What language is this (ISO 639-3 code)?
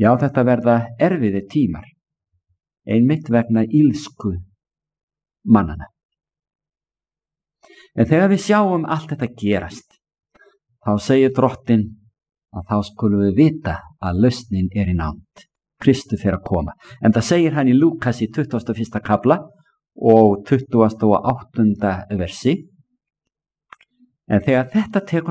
isl